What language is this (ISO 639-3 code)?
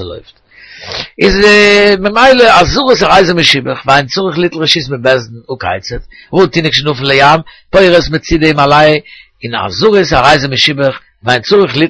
yid